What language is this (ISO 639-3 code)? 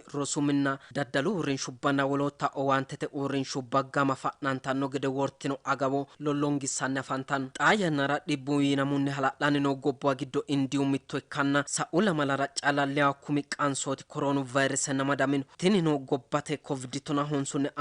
sid